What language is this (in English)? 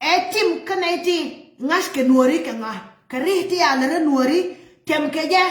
Nuer